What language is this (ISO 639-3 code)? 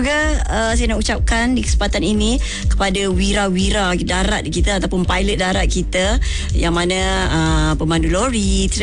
msa